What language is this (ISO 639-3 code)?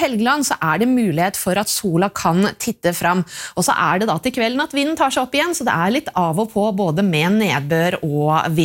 nor